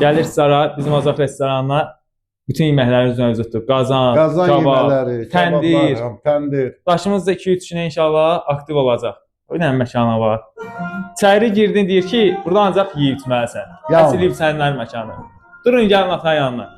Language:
Azerbaijani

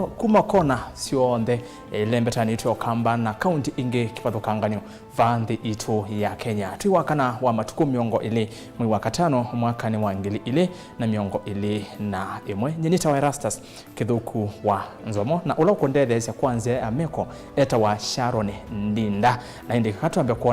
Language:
Kamba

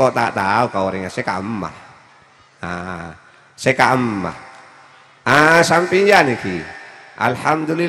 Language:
Madurese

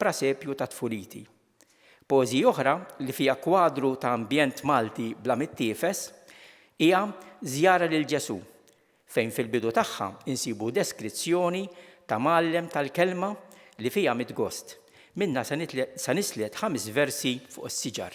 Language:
Maltese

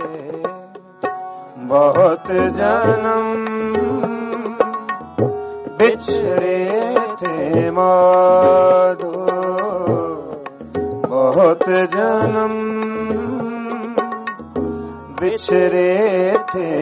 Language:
Hindi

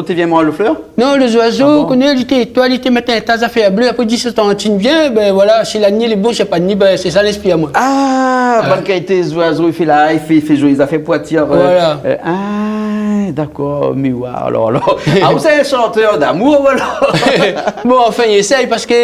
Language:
Réunion Creole French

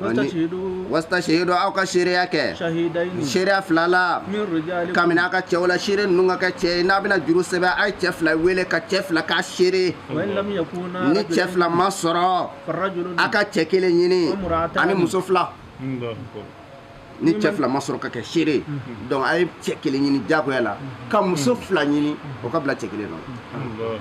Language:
Bambara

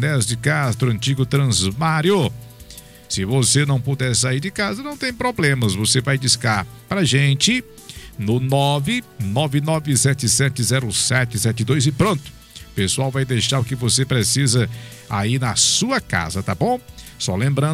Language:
Portuguese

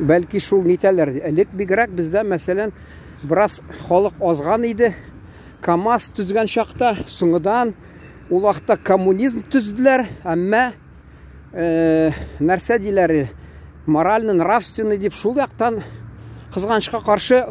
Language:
Tatar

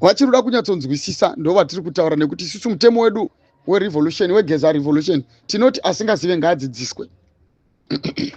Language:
Shona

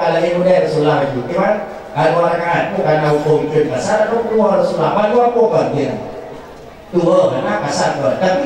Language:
Achinese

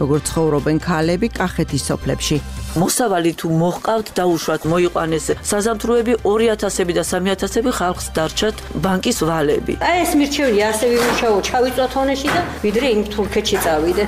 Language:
Georgian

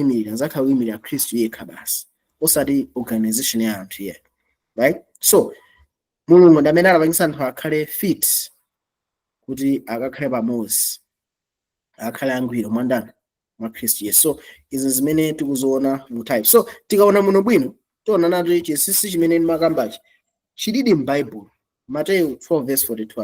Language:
Nyanja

